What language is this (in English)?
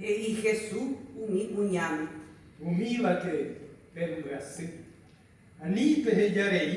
Guarani